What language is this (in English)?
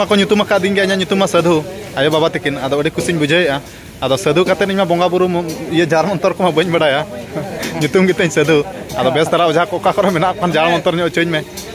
Santali